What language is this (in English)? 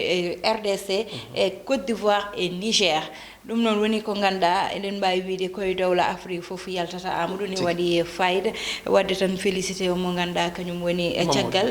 Fula